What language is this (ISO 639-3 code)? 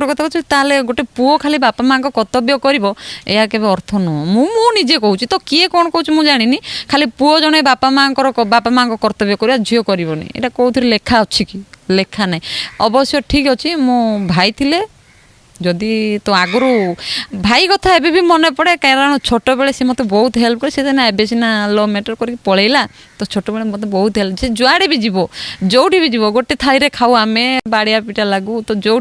ori